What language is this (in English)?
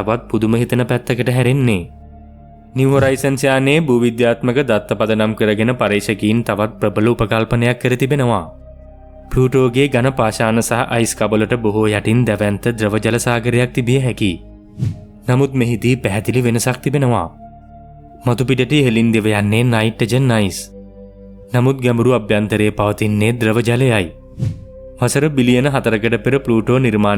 Sinhala